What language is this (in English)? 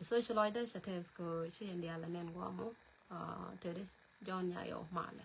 Nuer